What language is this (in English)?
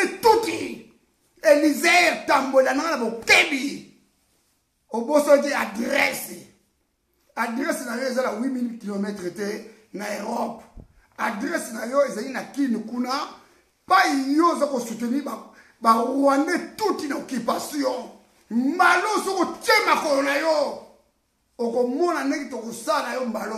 Lingala